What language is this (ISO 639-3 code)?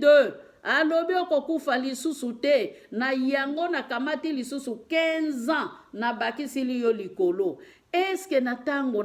lin